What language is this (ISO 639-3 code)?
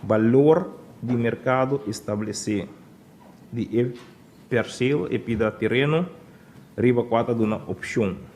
pap